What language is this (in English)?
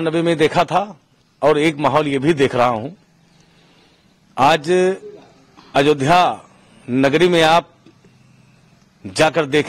Hindi